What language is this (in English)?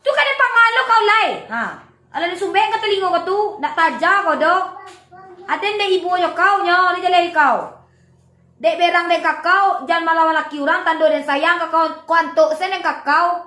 Minangkabau